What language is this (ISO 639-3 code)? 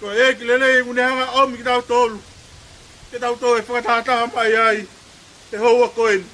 ton